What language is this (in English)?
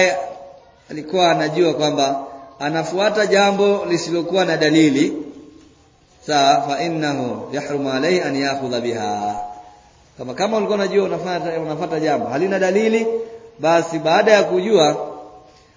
Swahili